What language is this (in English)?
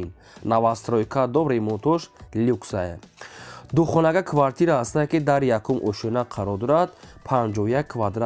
Tajik